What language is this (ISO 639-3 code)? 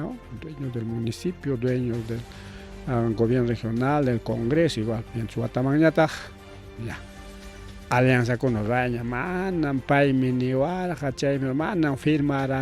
quy